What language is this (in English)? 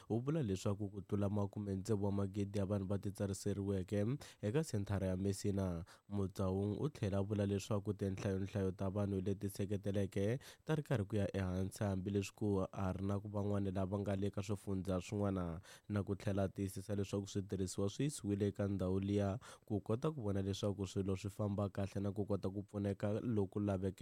Tsonga